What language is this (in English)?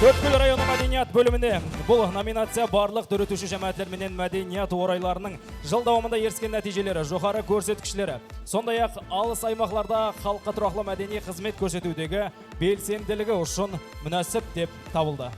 Kara-Kalpak